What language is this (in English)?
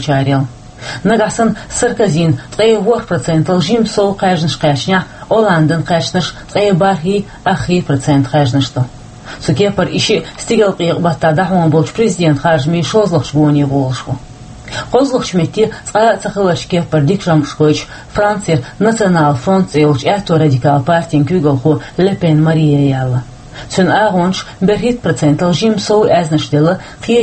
Chechen